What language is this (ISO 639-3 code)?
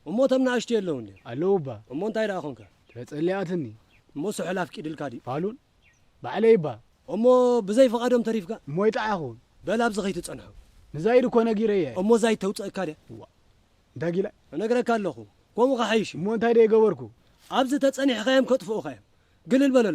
tir